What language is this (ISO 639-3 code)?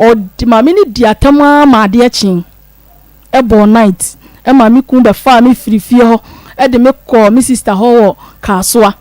aka